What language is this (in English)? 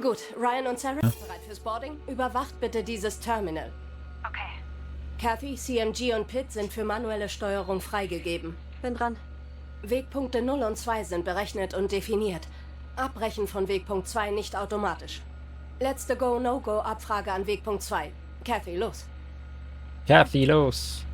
Swiss German